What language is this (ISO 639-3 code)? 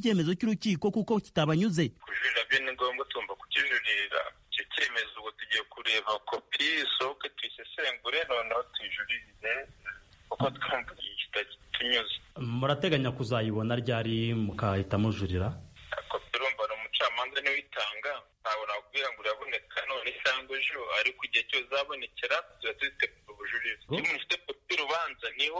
kin